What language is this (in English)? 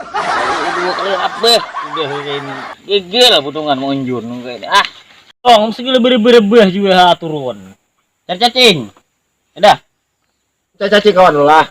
Banjar